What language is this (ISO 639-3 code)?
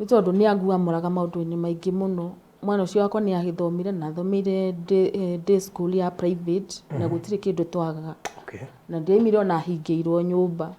kik